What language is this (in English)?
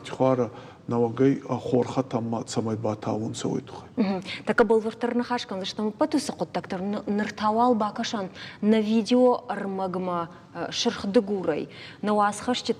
Ossetic